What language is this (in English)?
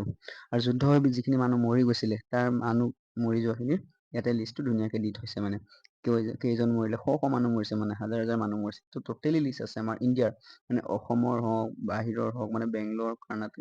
Assamese